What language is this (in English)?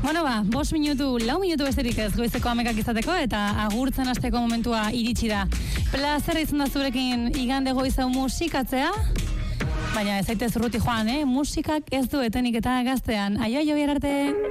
Basque